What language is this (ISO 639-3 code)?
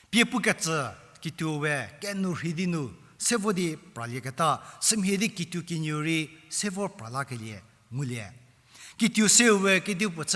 njm